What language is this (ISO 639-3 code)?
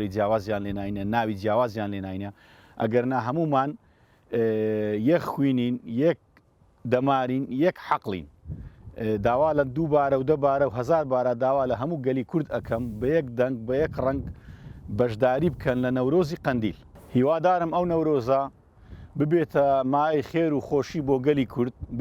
ckb